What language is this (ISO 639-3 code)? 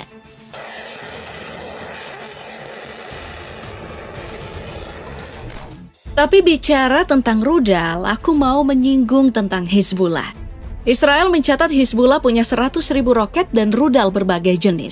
ind